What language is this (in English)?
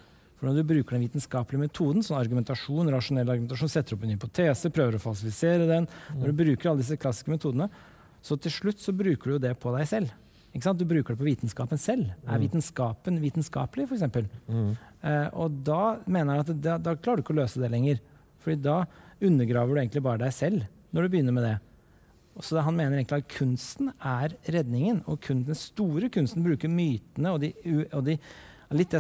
Norwegian